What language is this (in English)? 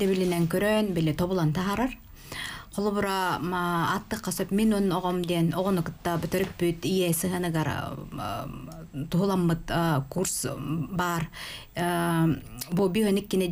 Yakut